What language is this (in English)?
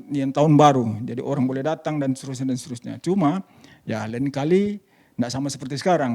Manado Malay